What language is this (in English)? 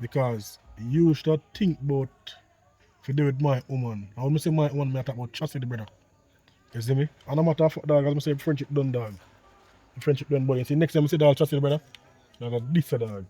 Jamaican Creole English